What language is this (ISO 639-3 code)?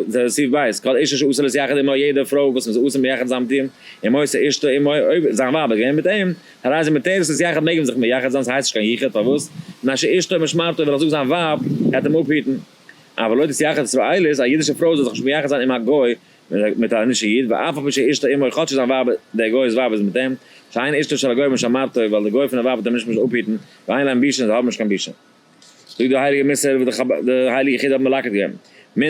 yid